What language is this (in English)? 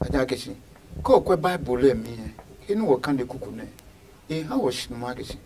Adangme